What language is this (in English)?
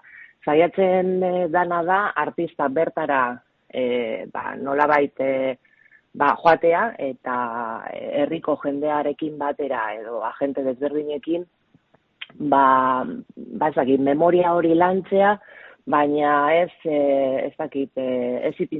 Basque